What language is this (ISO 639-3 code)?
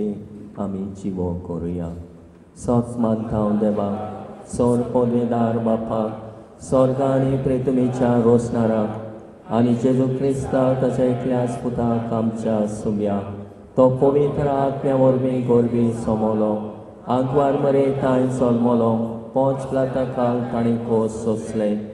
kok